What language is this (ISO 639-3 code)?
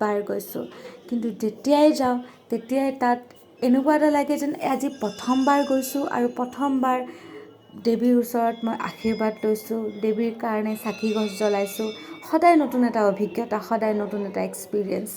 asm